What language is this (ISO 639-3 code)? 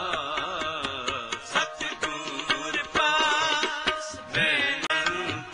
pan